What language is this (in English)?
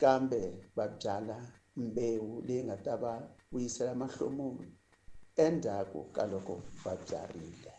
Tsonga